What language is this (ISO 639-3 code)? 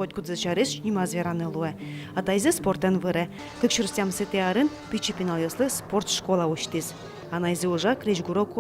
udm